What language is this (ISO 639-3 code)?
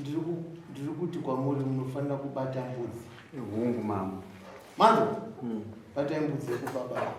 sna